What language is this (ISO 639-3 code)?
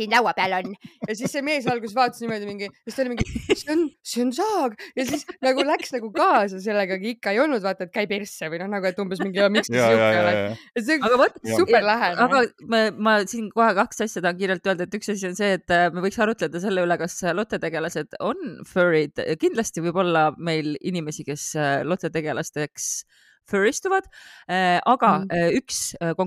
est